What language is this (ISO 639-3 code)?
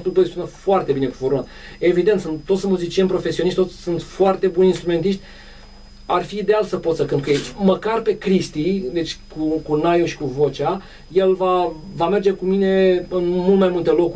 ron